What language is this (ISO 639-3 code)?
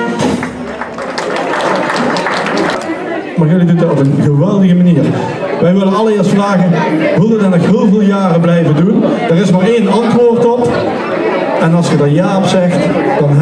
nld